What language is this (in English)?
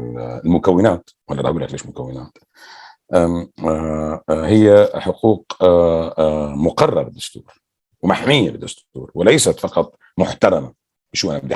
North Levantine Arabic